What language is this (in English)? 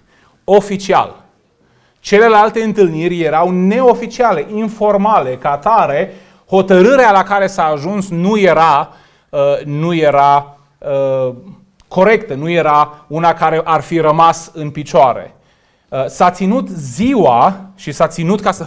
Romanian